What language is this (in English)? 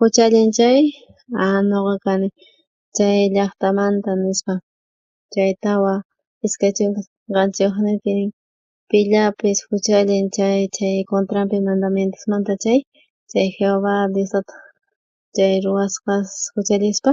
South Bolivian Quechua